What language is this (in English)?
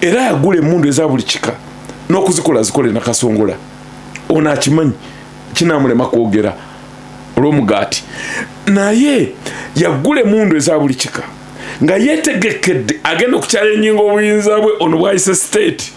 Ganda